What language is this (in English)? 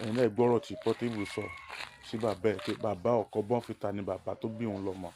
Yoruba